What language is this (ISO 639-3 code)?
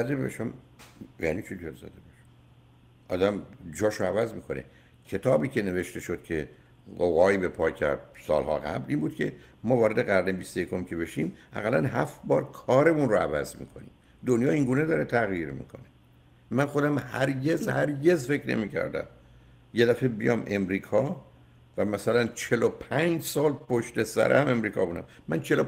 fas